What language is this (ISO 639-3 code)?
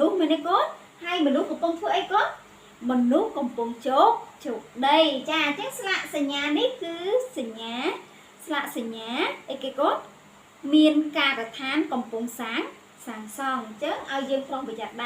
khm